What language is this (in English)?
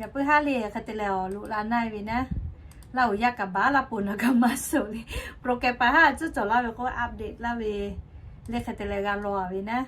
Lahu